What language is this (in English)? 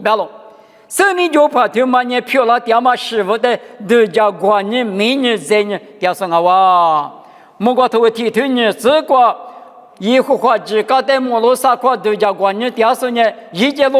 Lisu